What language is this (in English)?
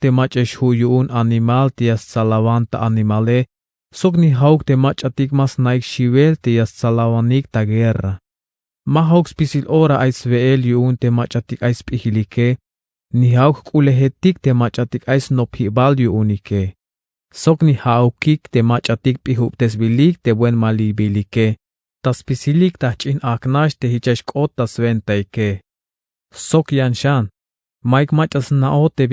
Tzeltal